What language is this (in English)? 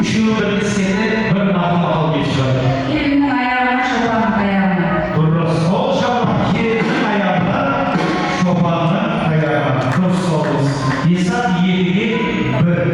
Kara-Kalpak